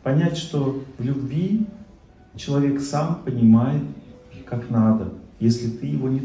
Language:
Russian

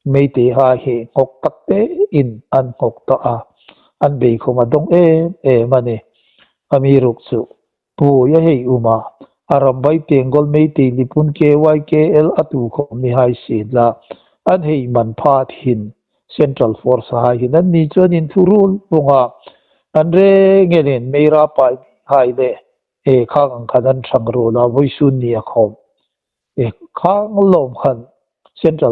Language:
Hmar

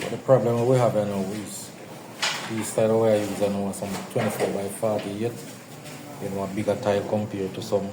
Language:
Jamaican Creole English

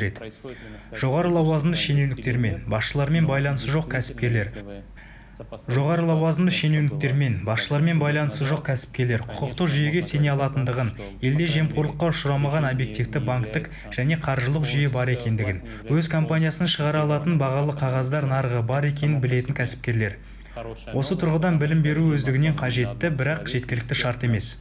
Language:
Kazakh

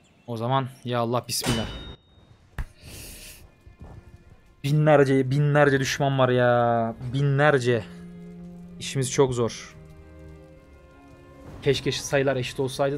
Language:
Turkish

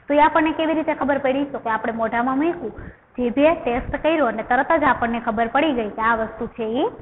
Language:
Gujarati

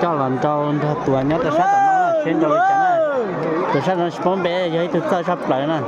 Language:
Hmong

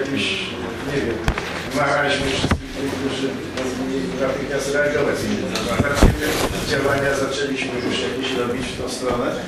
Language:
Polish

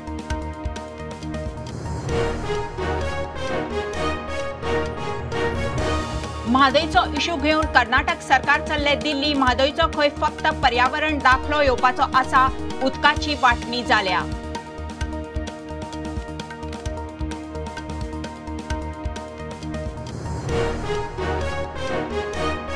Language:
Konkani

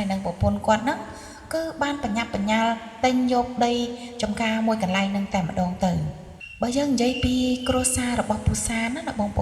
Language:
Khmer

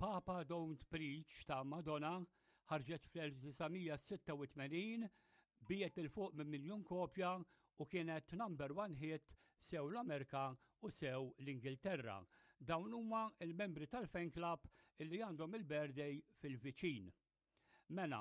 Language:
Maltese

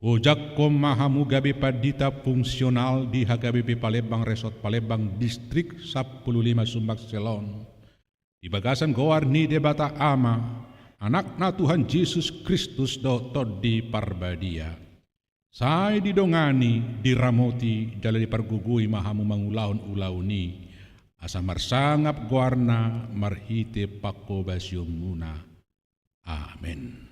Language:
Batak Toba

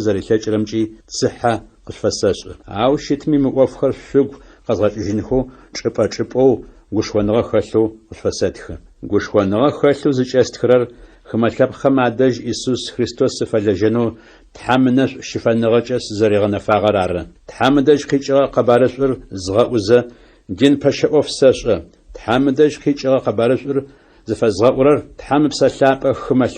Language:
Adyghe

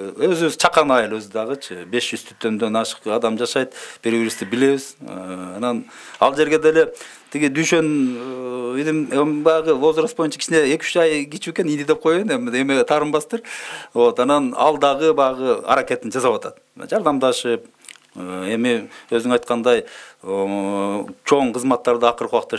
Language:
Kyrgyz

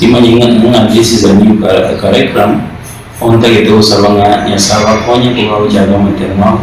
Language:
Gusii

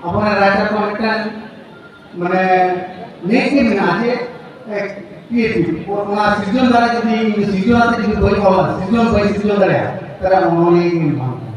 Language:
Santali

